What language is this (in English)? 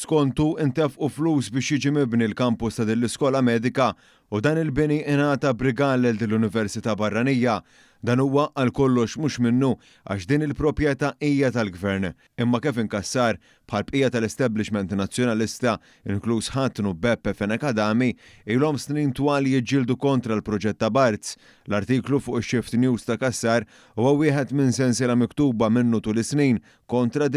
Maltese